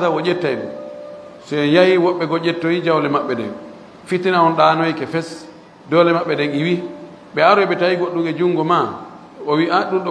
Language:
Fula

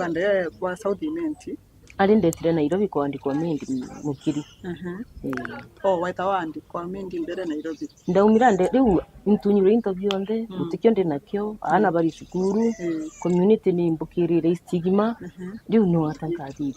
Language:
Meru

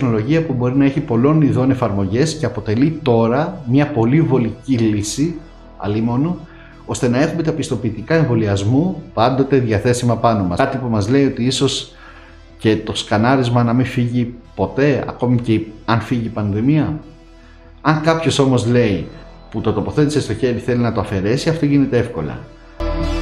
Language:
Greek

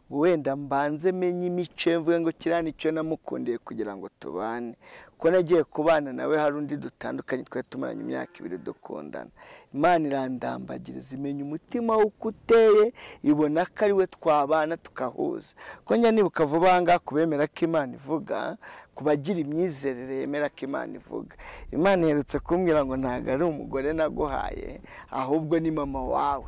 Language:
Kinyarwanda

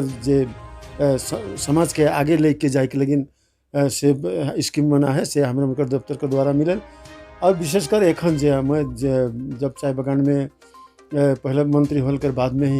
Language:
Sadri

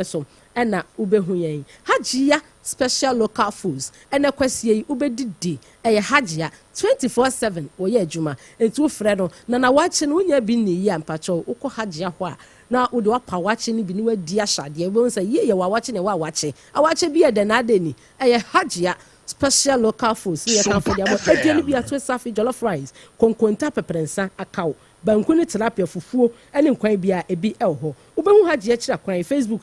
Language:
Akan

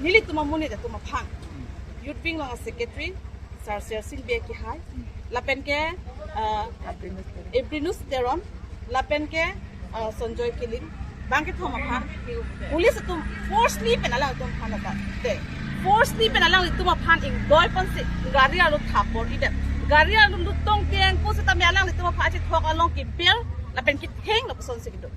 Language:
Karbi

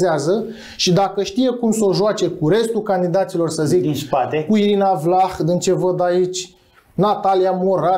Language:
Romanian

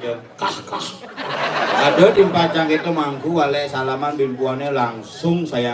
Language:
Balinese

